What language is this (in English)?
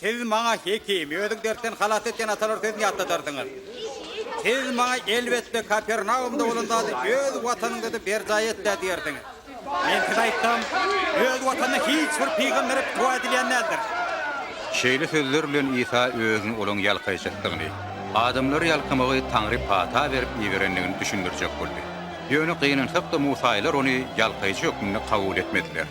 Turkmen